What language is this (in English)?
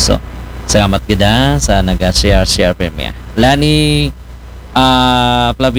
Aklanon